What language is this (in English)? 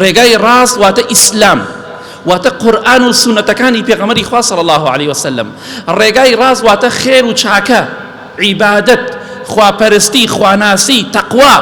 Central Kurdish